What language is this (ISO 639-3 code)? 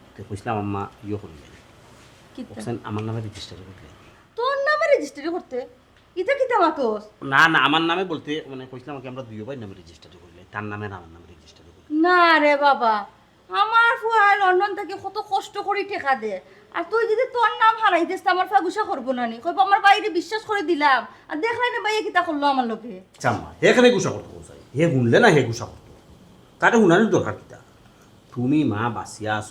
syl